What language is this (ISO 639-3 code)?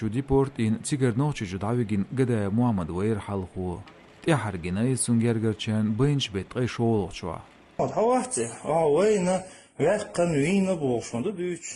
che